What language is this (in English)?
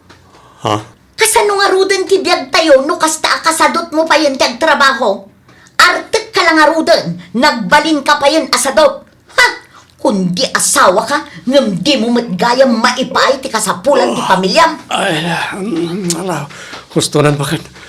Iloko